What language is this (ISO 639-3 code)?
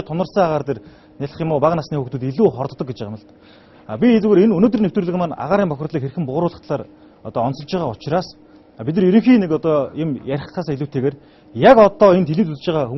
mon